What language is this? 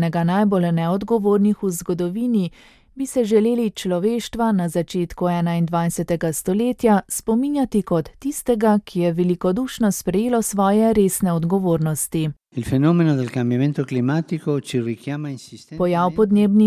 Slovenian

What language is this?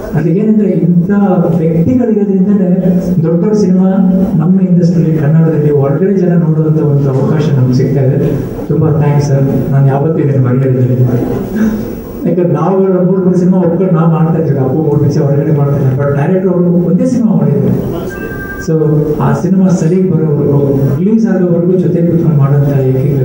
Kannada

